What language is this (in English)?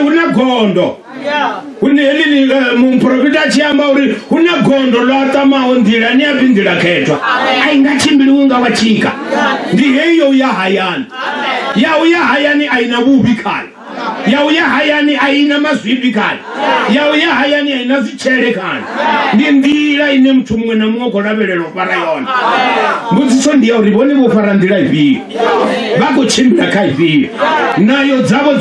Venda